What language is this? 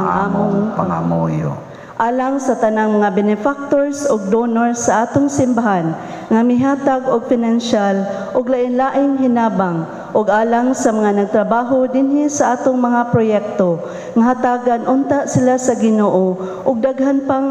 Cebuano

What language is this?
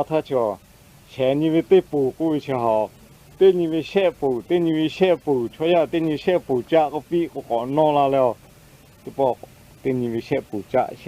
Lahu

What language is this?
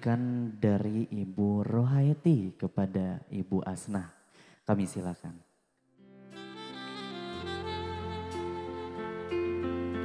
Indonesian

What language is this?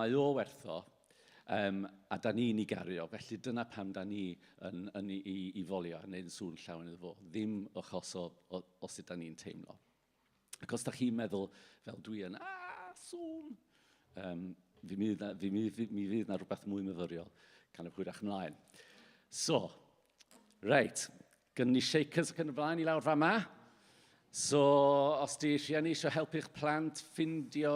Welsh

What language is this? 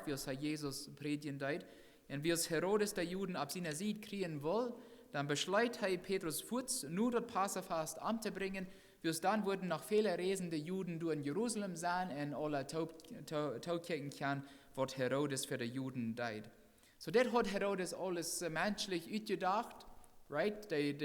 Plautdietsch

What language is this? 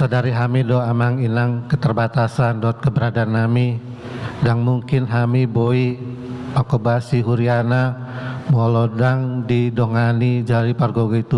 Batak Toba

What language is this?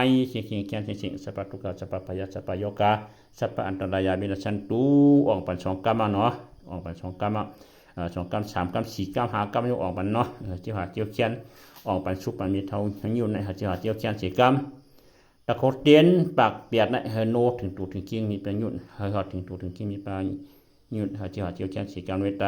Shan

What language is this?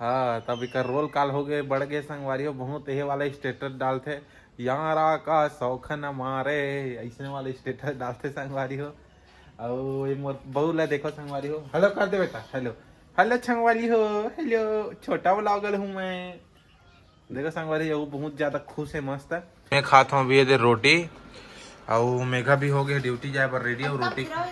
Chhattisgarhi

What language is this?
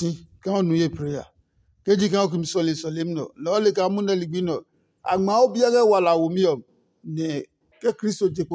Adangme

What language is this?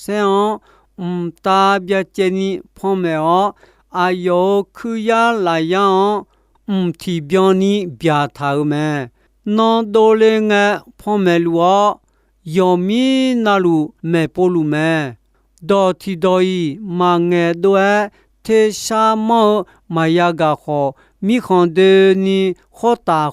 Akha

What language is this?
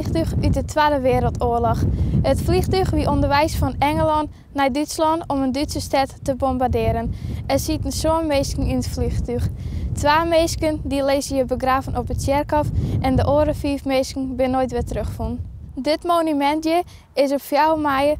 Western Frisian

